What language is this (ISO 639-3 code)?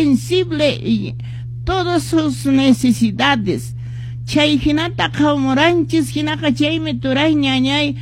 que